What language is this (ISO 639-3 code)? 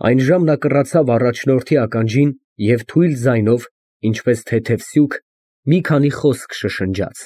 hye